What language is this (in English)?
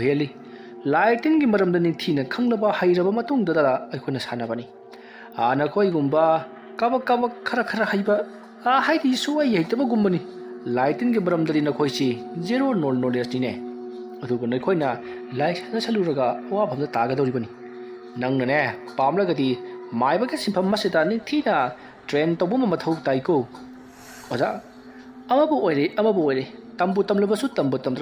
Manipuri